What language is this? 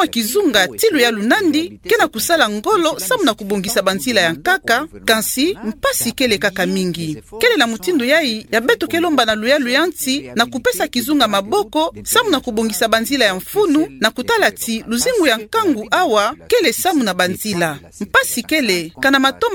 Kituba (Democratic Republic of Congo)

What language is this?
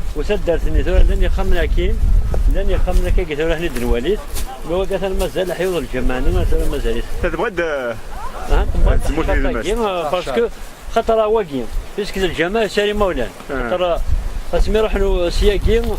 Kabyle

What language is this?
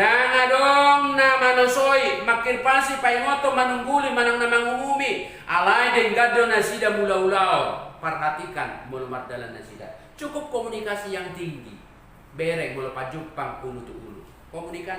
Batak Toba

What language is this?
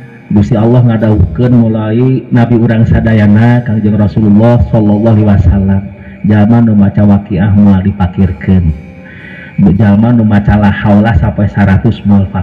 Sundanese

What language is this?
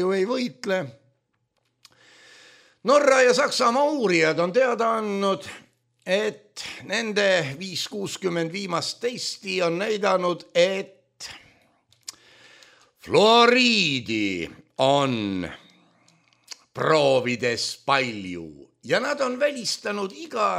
Estonian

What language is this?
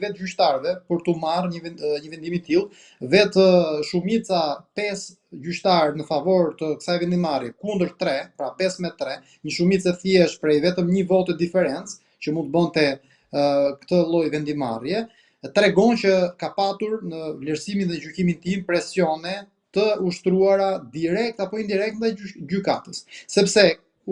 Albanian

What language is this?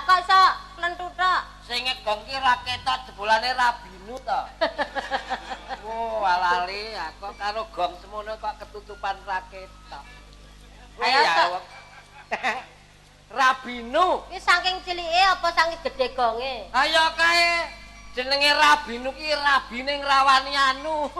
Javanese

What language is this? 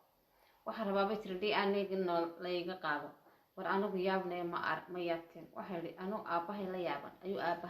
Somali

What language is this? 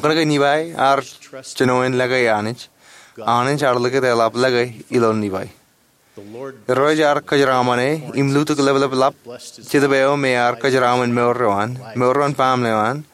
Marshallese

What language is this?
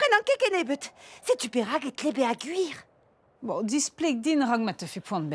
Breton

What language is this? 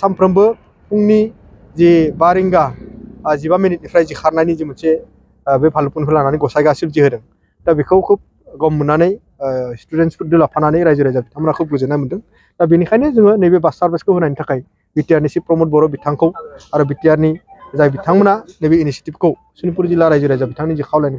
Bodo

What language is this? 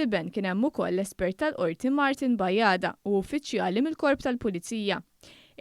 Maltese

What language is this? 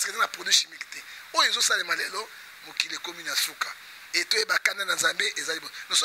Lingala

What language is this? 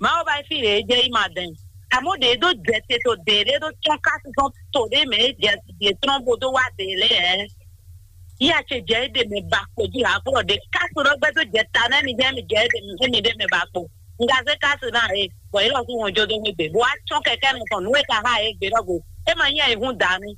Fon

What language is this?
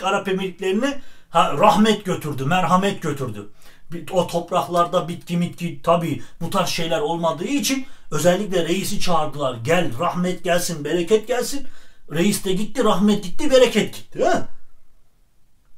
Turkish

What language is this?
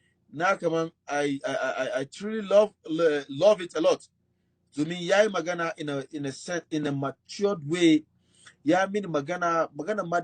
Hausa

